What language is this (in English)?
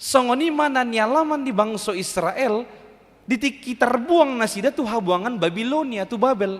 Batak Toba